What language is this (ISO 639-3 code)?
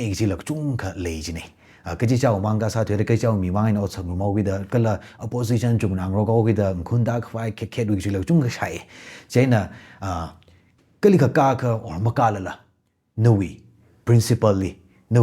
nmf